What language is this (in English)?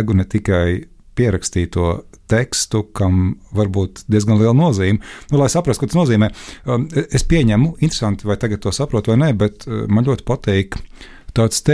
Latvian